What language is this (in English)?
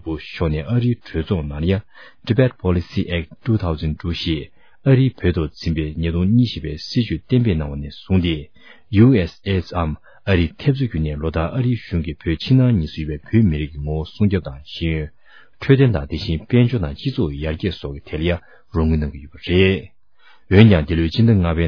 Tibetan